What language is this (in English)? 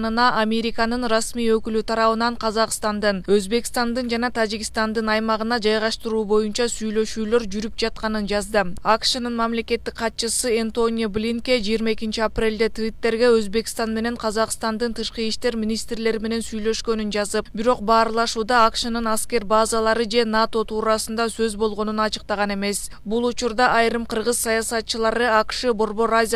Kyrgyz